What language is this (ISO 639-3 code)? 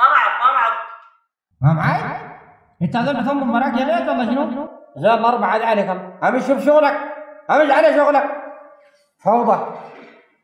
apd